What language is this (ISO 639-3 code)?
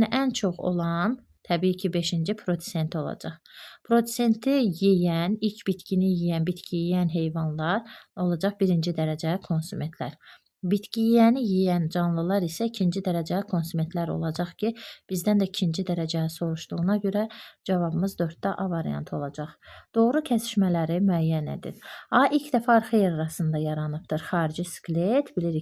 aze